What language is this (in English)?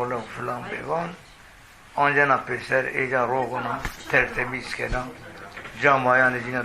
Zaza